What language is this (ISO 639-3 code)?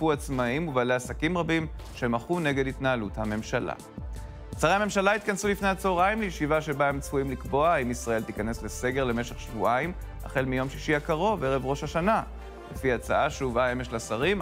heb